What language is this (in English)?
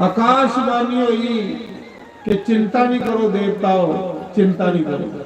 Dogri